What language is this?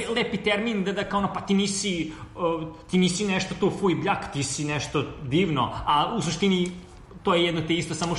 Serbian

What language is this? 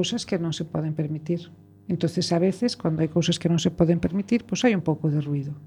Galician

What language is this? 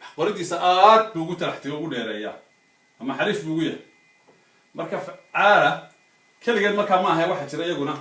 Somali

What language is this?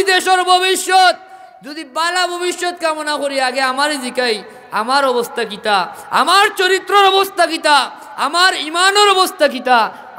Sylheti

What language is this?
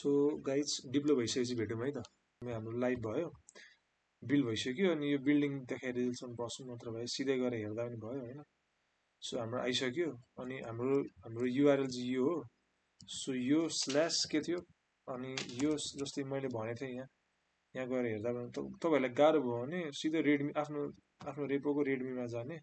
Nepali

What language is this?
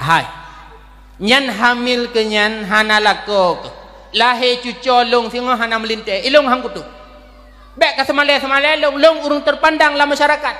Achinese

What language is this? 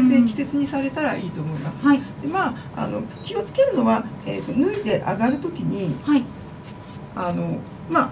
Japanese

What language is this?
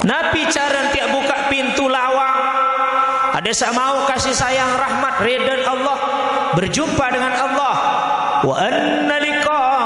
Sasak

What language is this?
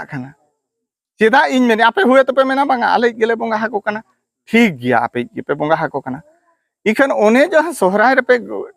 Santali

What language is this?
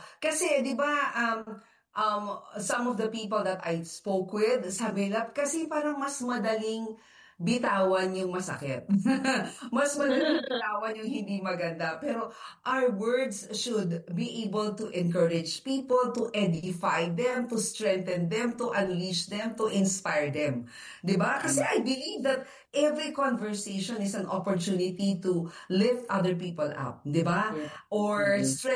Filipino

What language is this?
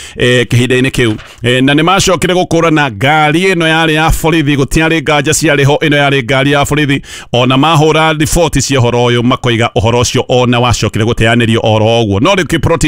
Kikuyu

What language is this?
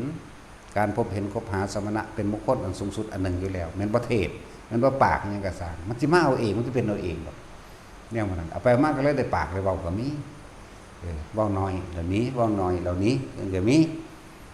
Northeastern Thai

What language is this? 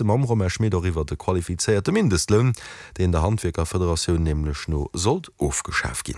Luxembourgish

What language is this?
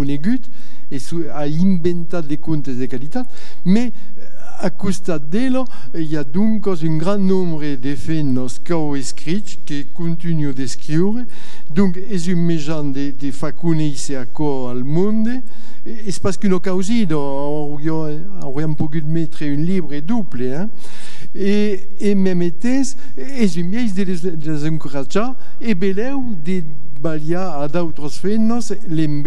Occitan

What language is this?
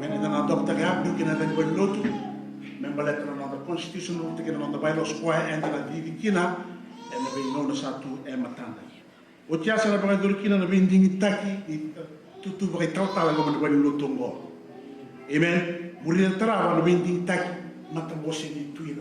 Fijian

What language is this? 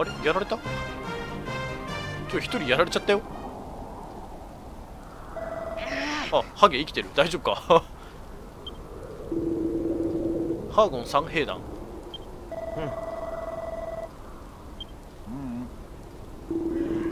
Japanese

